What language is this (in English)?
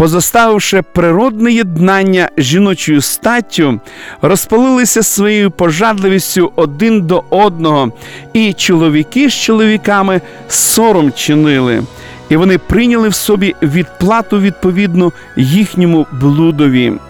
Ukrainian